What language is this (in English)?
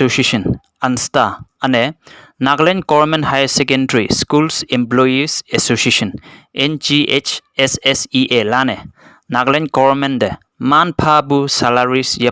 Konyak Naga